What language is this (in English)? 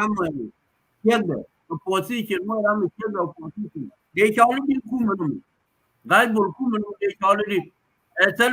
Nuer